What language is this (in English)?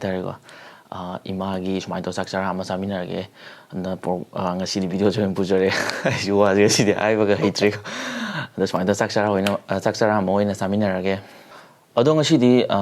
Manipuri